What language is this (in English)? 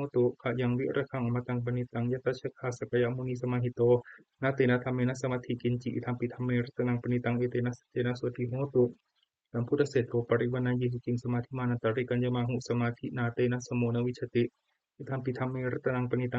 Pali